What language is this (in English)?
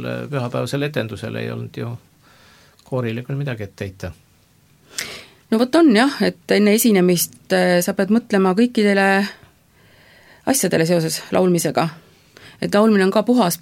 Estonian